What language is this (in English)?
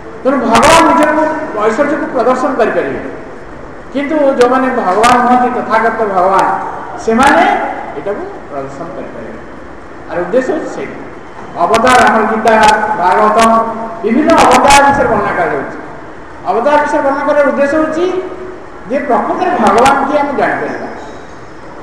Odia